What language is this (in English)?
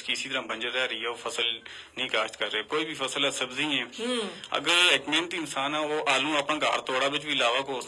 Gujari